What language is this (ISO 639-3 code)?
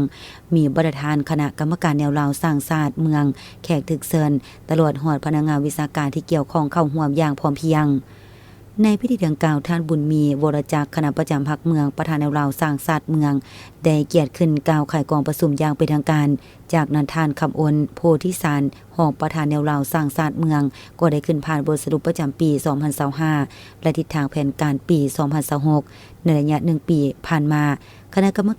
lao